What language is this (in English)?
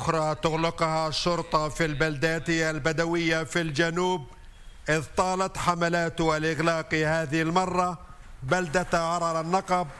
Arabic